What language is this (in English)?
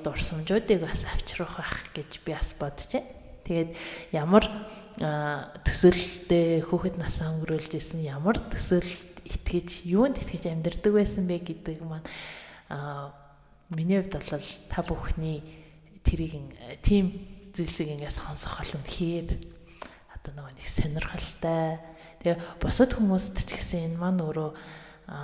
Mongolian